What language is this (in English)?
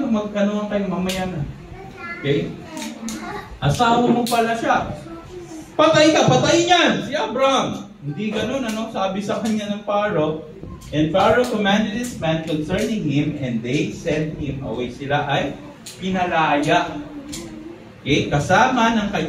Filipino